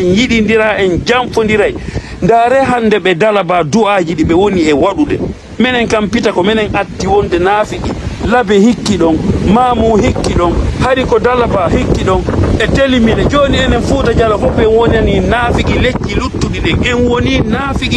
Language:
Fula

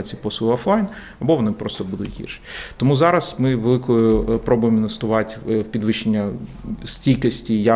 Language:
Ukrainian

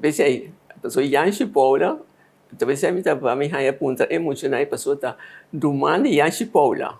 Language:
Papiamento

